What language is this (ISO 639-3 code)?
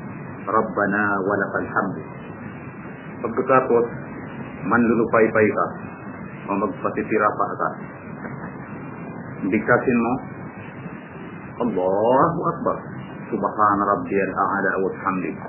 fil